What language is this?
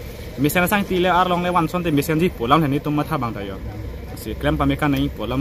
Karbi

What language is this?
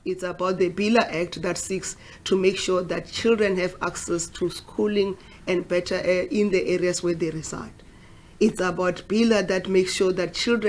Venda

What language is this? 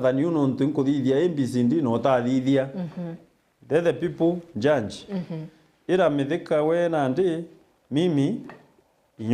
Meru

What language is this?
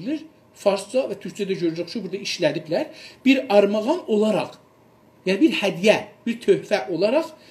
South Azerbaijani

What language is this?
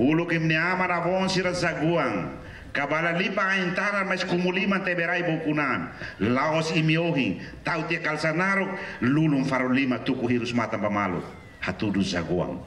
Tetum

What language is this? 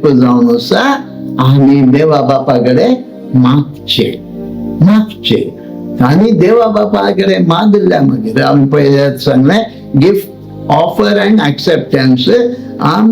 Konkani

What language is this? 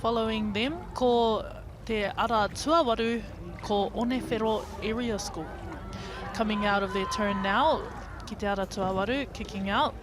Māori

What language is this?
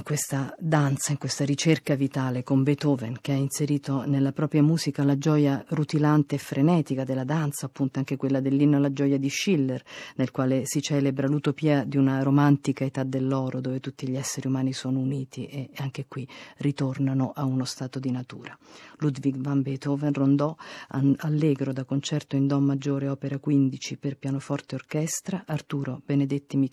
Italian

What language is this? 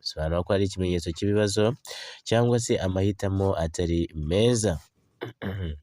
Kinyarwanda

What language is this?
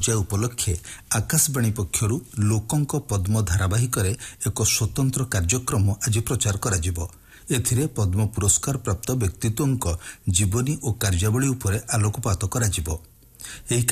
Odia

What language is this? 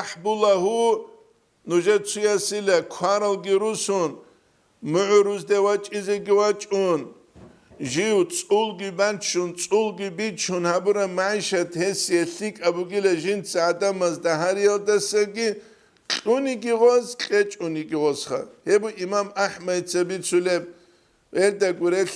Avaric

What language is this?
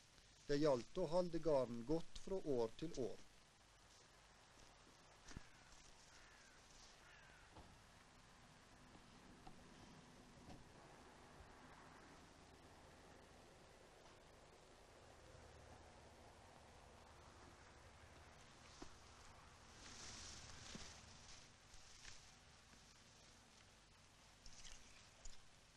Norwegian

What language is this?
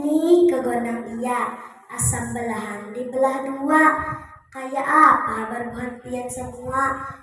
Banjar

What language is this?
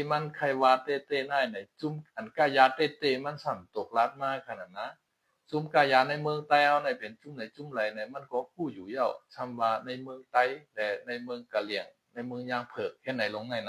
Shan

